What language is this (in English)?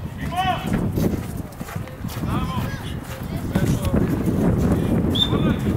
Bulgarian